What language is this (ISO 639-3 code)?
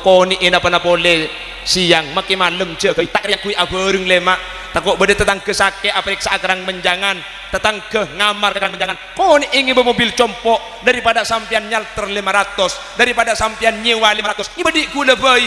mad